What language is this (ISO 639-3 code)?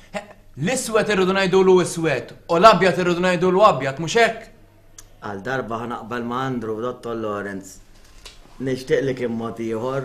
mlt